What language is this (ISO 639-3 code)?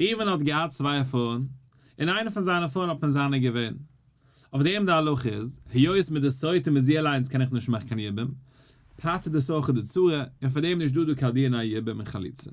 yid